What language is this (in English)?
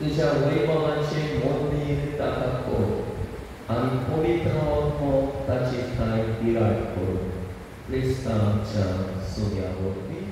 Konkani